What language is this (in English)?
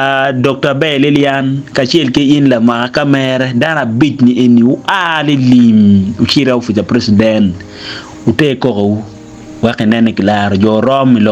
Acoli